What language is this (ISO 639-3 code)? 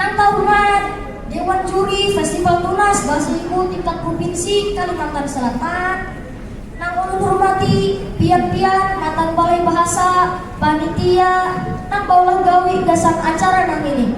bjn